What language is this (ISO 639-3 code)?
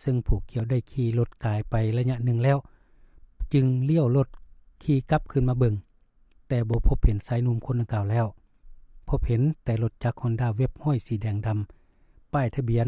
lao